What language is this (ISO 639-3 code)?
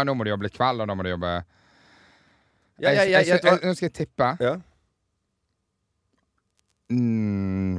nor